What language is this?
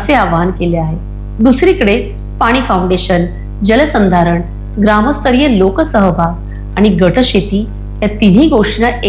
Marathi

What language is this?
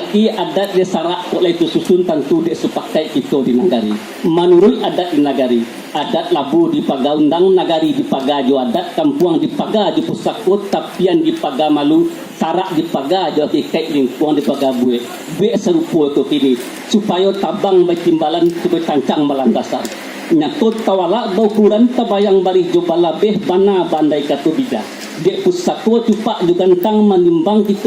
Minangkabau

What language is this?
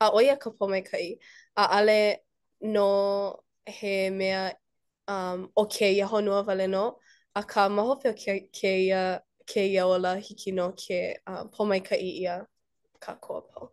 Hawaiian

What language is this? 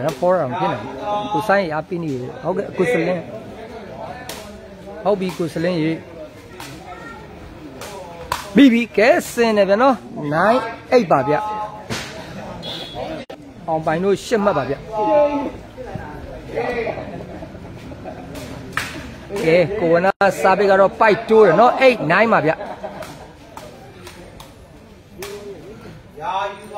Burmese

